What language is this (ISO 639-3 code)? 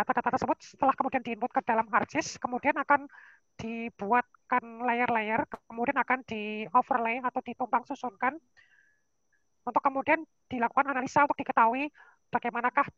ind